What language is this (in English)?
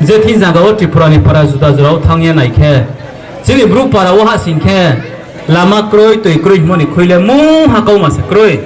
Riang (India)